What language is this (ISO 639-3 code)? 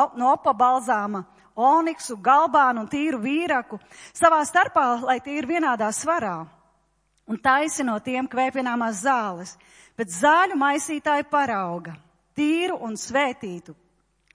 lav